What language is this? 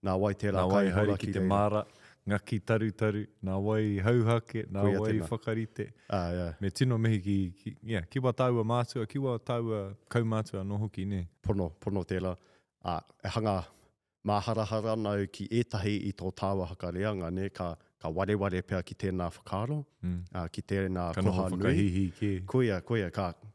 Māori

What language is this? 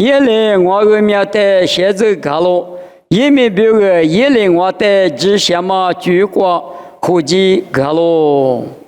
Lisu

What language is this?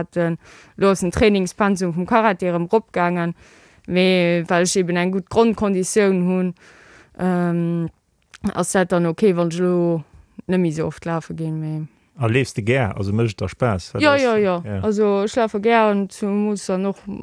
Luxembourgish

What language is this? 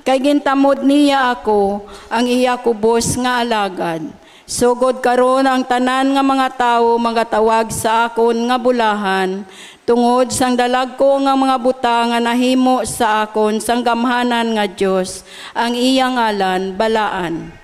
Hiligaynon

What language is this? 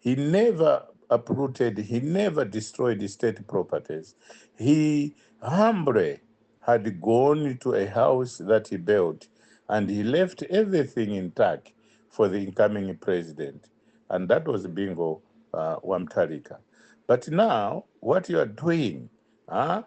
English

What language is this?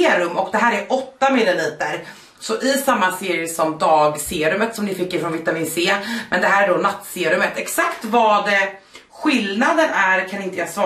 Swedish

